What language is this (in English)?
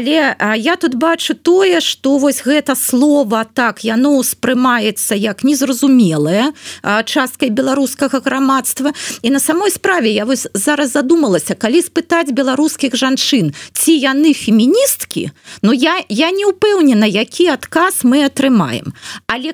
Belarusian